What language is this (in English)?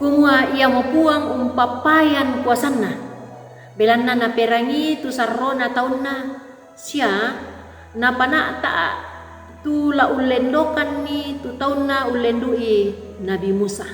Toraja-Sa'dan